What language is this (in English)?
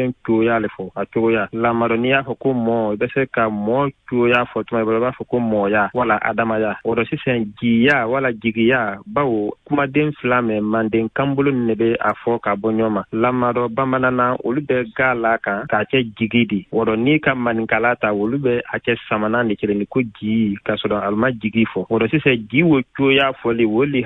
Bambara